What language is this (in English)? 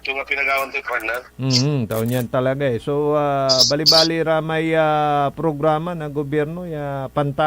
Pangasinan